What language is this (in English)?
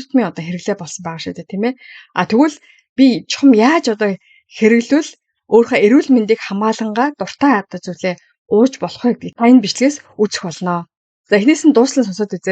Mongolian